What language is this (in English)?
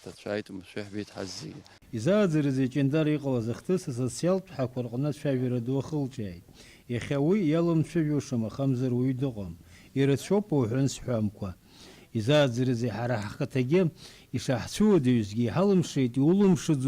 Abkhazian